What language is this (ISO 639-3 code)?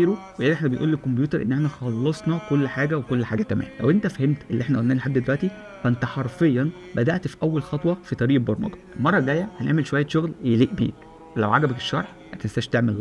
arz